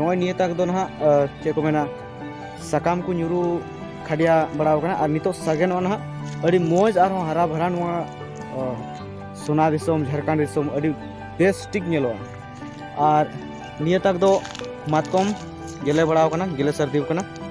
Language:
Santali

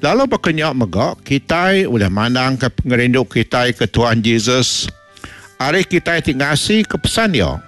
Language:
Iban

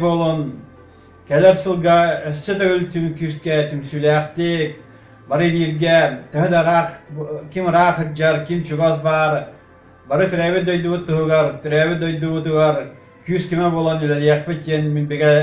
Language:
Yakut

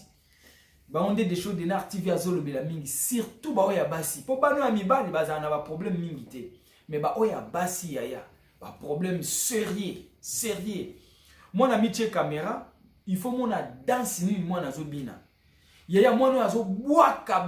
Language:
Lingala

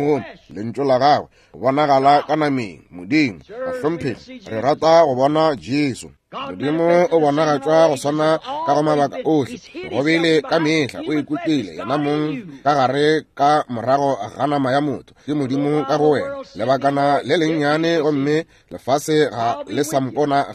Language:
Northern Sotho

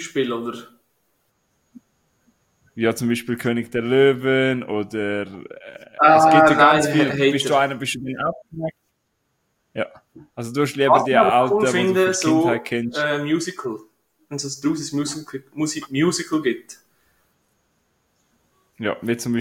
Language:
German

